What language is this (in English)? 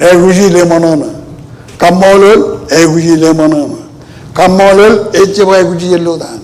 Marshallese